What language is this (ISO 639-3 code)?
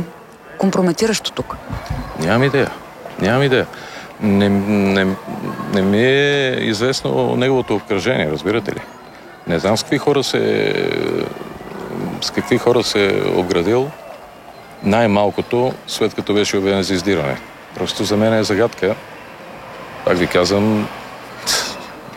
bul